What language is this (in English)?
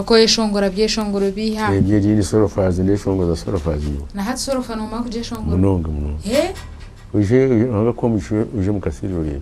Nyankole